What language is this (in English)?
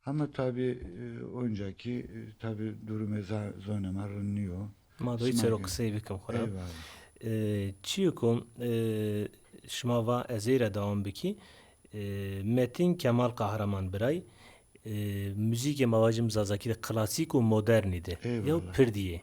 Zaza